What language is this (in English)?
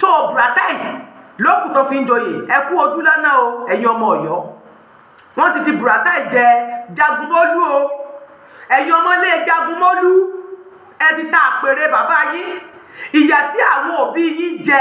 Yoruba